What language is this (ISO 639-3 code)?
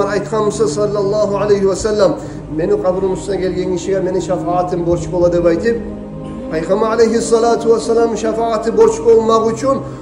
kum